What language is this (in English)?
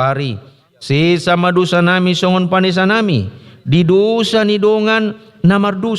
Batak Toba